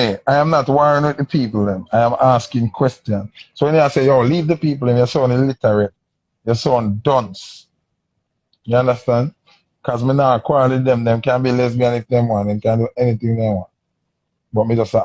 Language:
Jamaican Creole English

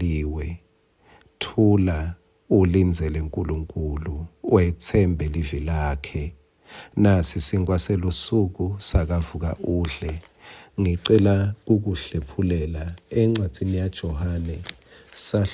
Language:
Swati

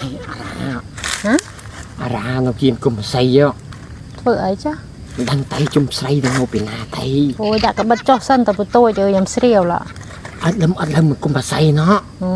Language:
Khmer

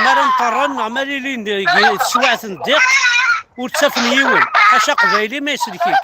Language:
Kabyle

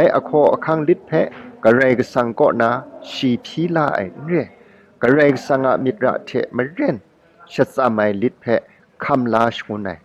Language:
Kachin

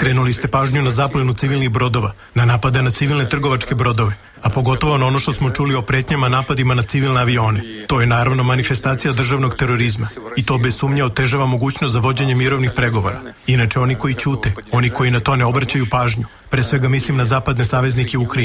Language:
Serbian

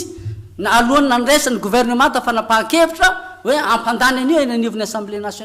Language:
Malagasy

